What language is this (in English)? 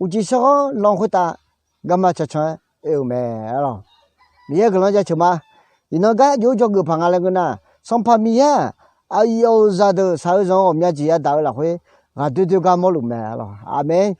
Akha